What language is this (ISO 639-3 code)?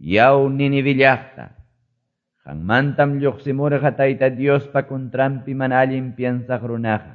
que